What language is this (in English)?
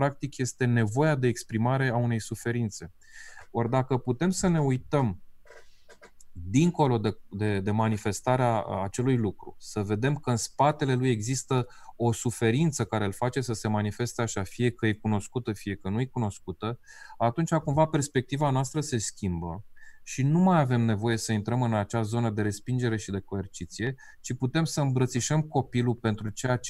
Romanian